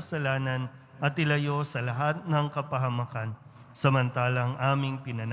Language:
Filipino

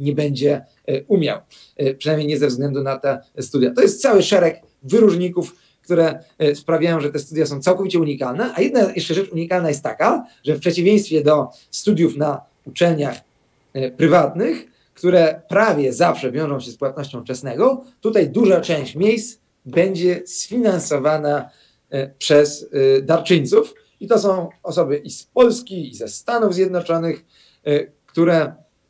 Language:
Polish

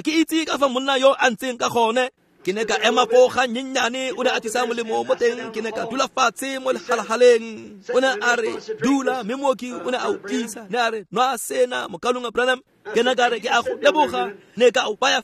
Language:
Tswana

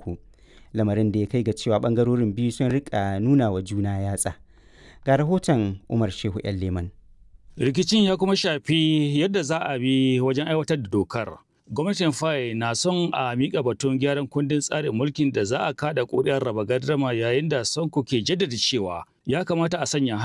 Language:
Hausa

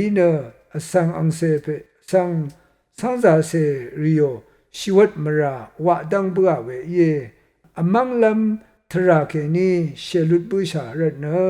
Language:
Rawang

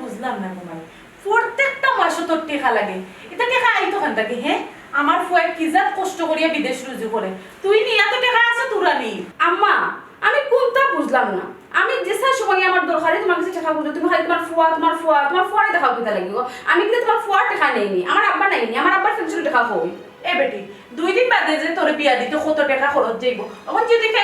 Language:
Sylheti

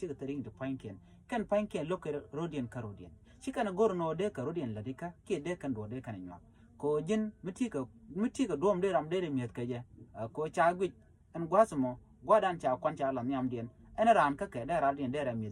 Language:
Nuer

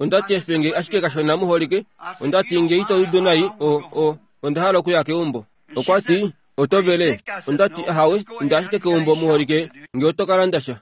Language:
Kuanyama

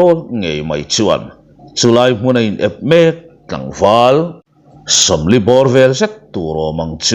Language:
Mizo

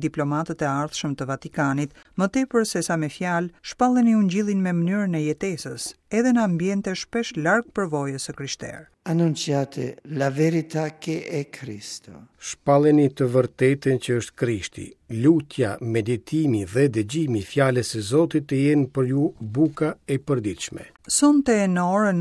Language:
Albanian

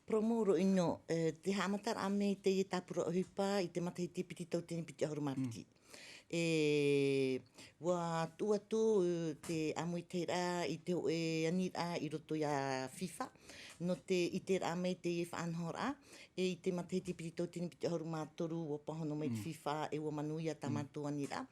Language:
Tahitian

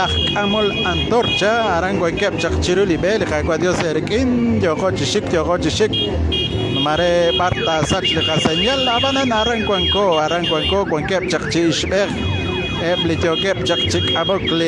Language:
Kekchí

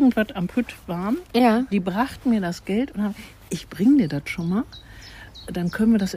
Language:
German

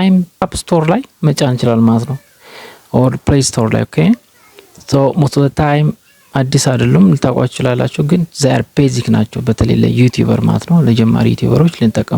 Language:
Amharic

